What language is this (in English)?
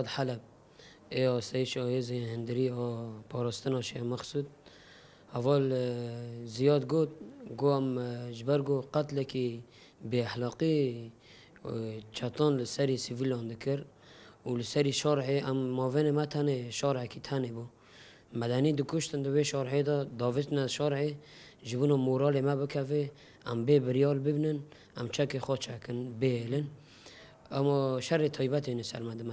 Kurdish